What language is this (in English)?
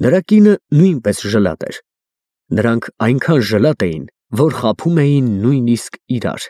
Armenian